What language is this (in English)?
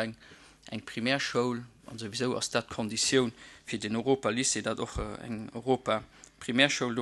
Luxembourgish